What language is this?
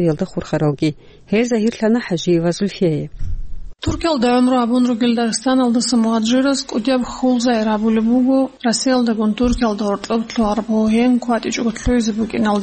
Avaric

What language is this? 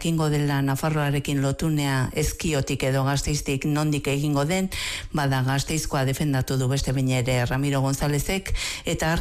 Basque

